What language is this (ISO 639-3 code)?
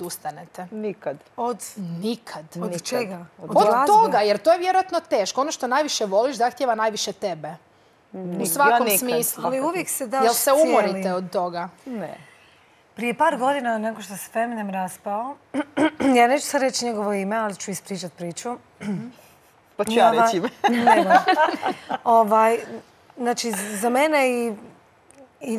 hrv